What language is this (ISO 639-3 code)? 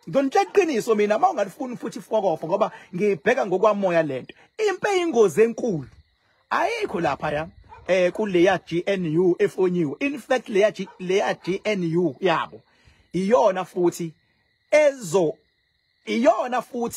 zul